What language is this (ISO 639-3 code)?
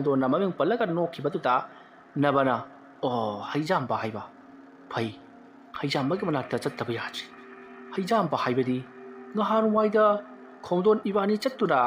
mni